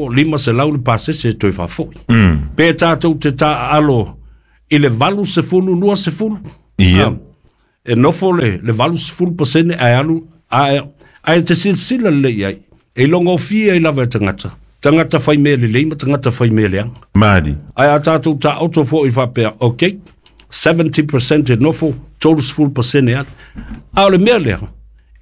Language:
Samoan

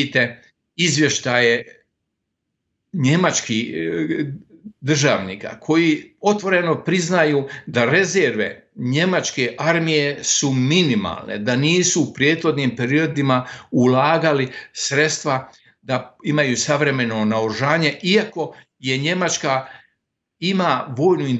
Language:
Bosnian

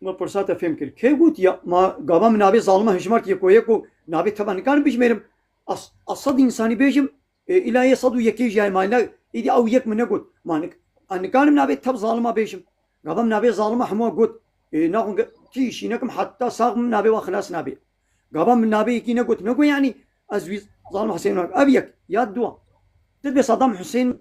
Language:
Kurdish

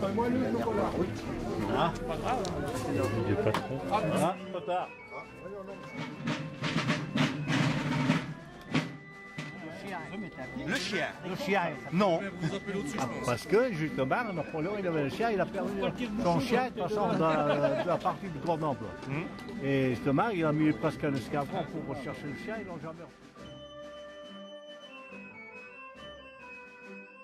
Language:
French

